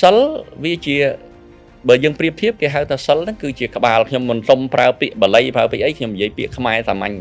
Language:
Khmer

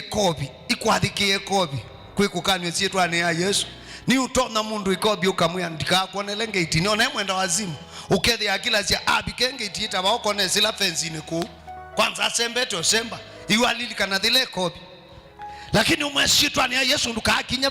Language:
Kamba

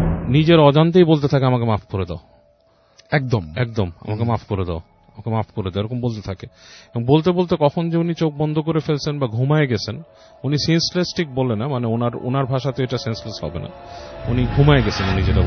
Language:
Bangla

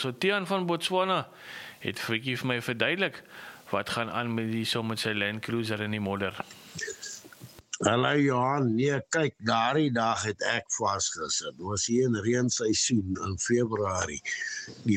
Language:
Afrikaans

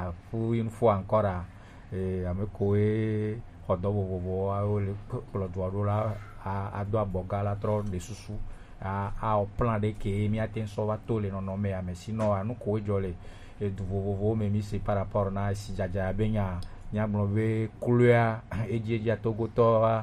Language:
Gen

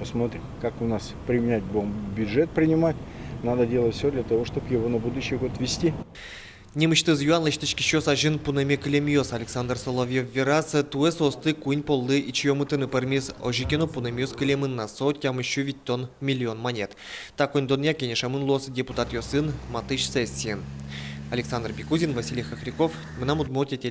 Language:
Udmurt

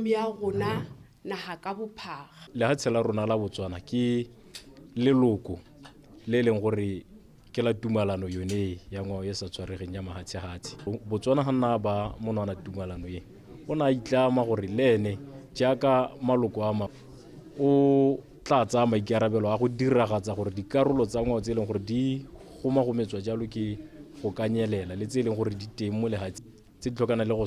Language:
Tswana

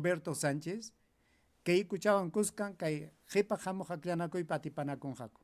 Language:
Ayacucho Quechua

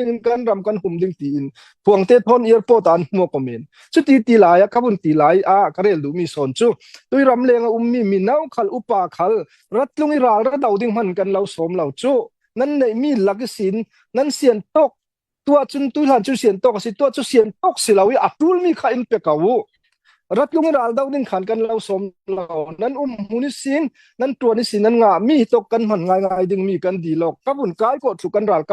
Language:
Falam Chin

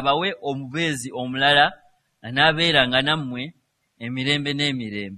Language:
Ganda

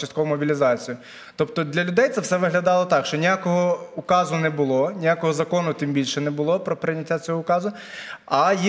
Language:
Ukrainian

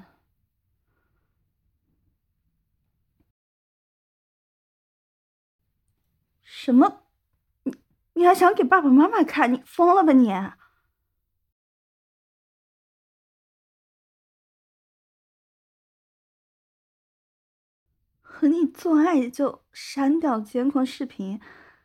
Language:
Chinese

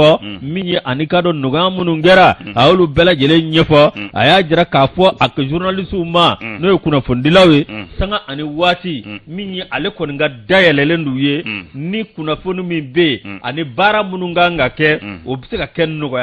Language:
Bambara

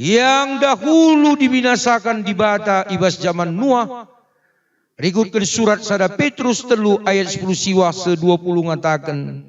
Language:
Batak Karo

